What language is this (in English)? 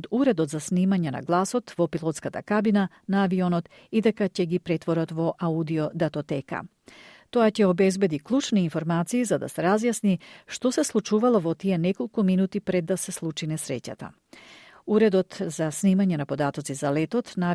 Macedonian